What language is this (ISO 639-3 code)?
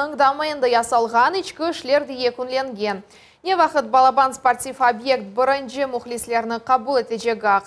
crh